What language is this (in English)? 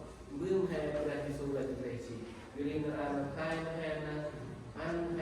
Central Mnong